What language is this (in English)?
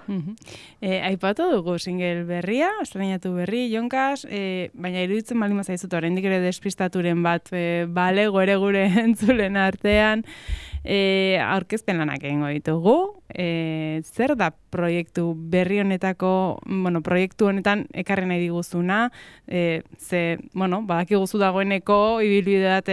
Basque